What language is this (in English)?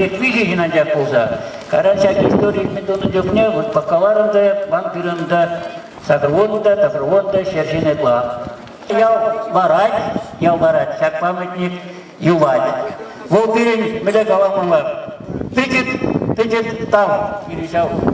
Chuvash